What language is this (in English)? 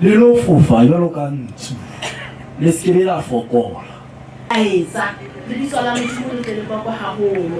Southern Sotho